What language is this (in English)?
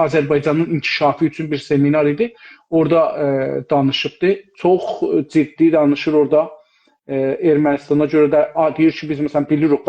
South Azerbaijani